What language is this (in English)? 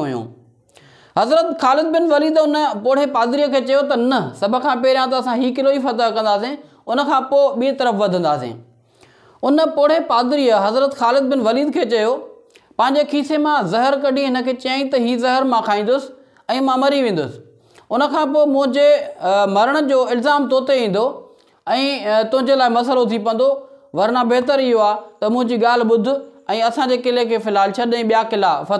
Sindhi